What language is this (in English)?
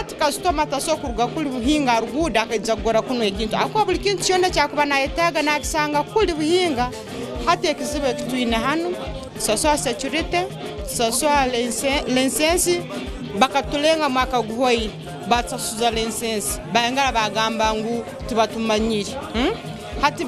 Nyankole